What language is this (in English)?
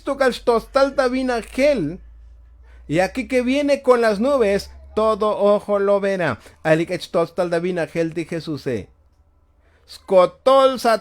Tzotzil